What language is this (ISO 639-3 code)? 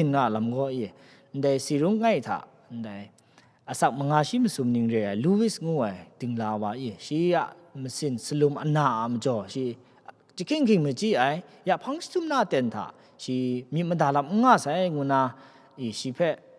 kac